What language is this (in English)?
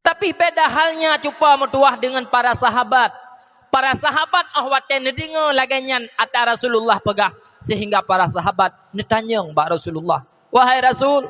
Achinese